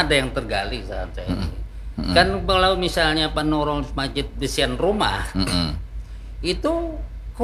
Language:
Indonesian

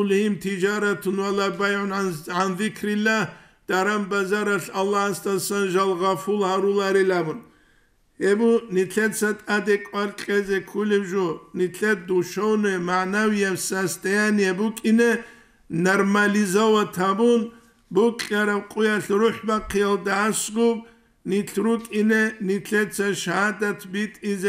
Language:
Avaric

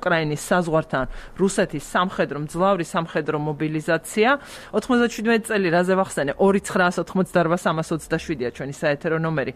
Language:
Georgian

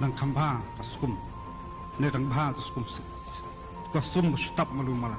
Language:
Khasi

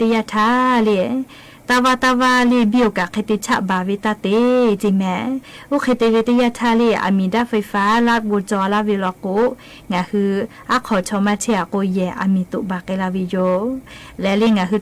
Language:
Lahu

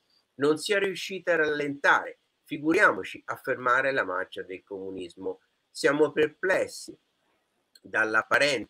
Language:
Italian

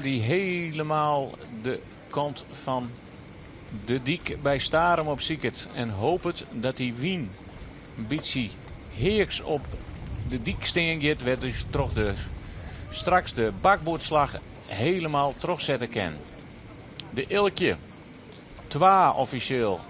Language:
Western Frisian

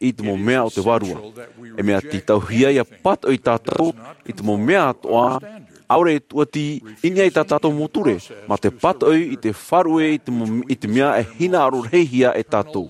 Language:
Tahitian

